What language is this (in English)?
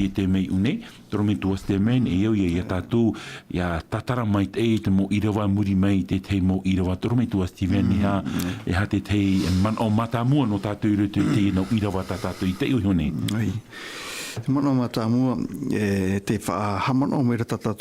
Tahitian